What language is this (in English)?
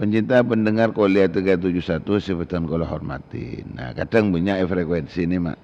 Madurese